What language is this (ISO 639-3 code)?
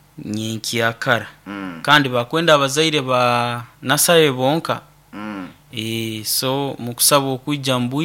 nyo